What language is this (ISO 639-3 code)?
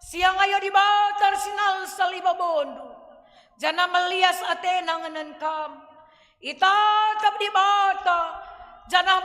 btx